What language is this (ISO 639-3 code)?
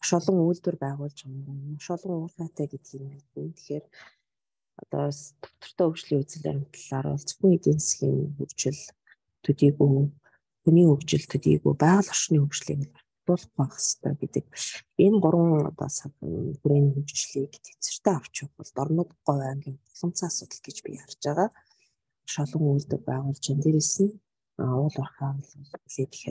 mon